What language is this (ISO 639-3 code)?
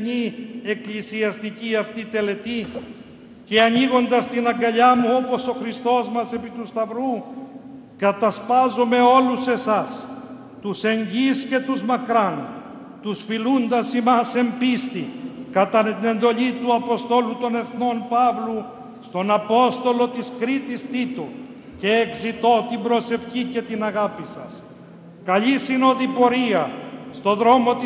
ell